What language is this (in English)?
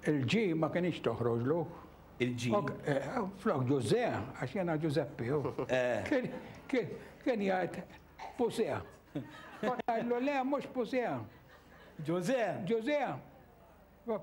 Maltese